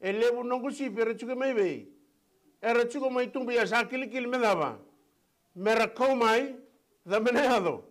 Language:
Fijian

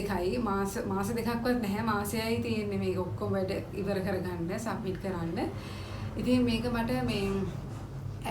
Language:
Sinhala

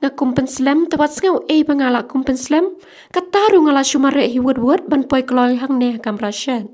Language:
Khasi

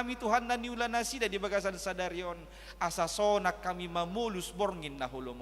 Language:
Batak Toba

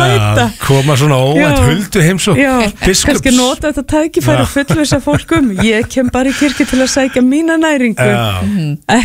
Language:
Icelandic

